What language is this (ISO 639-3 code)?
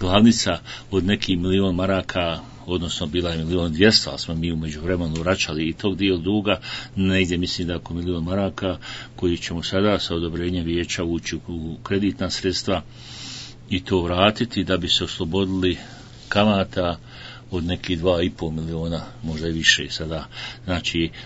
bos